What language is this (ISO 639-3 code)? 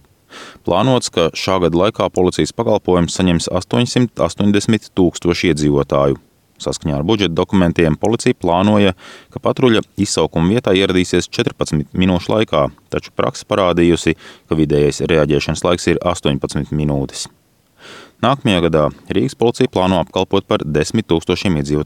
lav